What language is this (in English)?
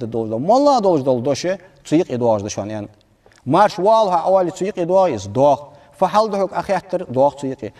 Ingush